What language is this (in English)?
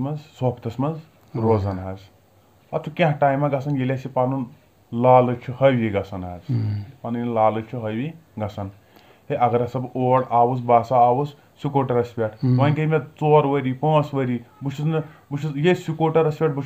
Kashmiri